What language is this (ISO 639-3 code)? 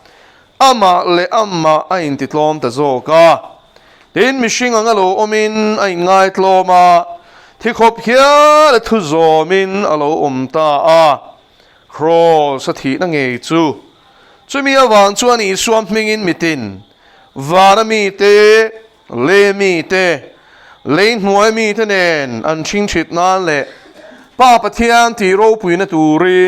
lus